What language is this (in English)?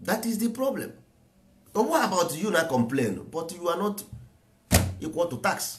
Igbo